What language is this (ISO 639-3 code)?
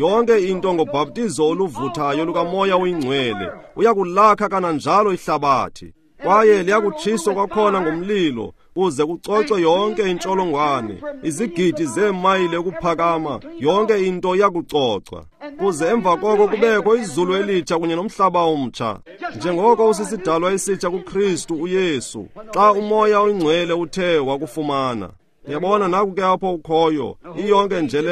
xho